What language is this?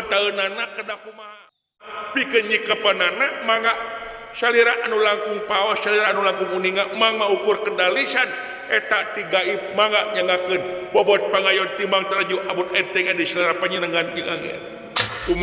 Sundanese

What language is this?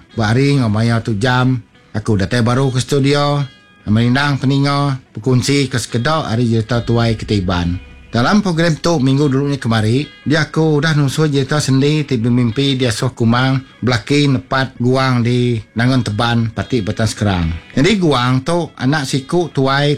Iban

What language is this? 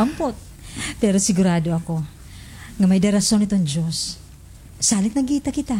Waray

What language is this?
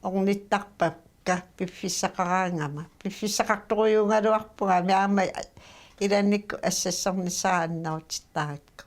Kalaallisut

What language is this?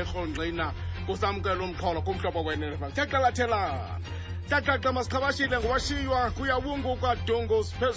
Xhosa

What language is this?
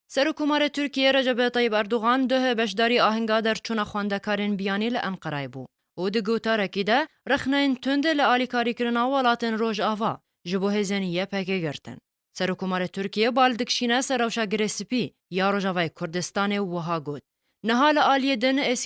Kurdish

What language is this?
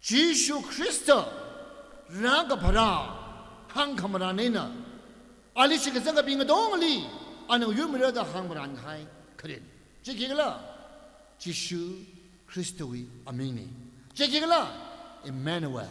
Tangkhul Naga (India)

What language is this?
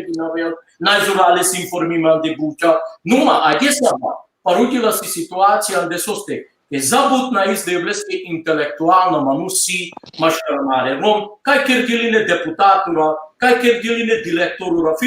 Balkan Romani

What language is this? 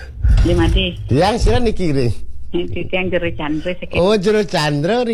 Balinese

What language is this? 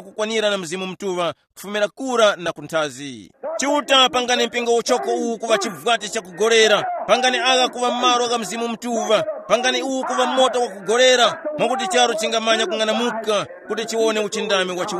Tumbuka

